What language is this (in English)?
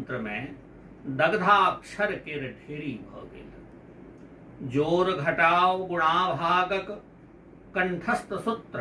Maithili